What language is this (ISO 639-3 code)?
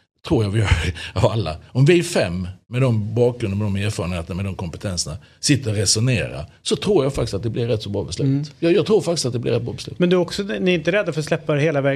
swe